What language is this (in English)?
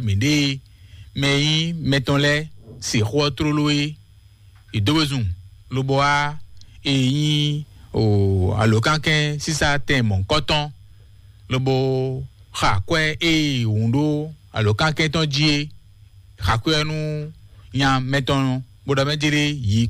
Fon